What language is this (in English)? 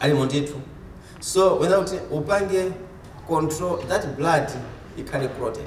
Nyanja